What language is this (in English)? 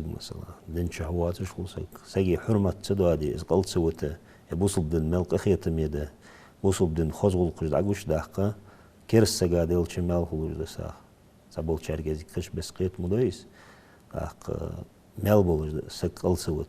Ingush